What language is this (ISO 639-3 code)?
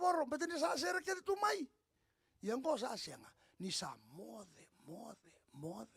fij